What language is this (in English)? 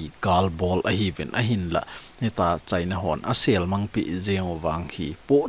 Thado Chin